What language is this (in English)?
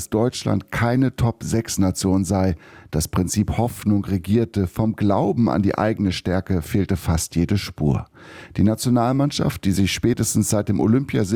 German